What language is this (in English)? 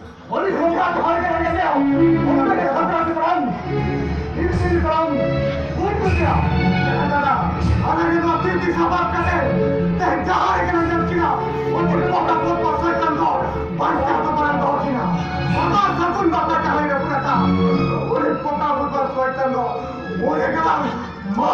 Santali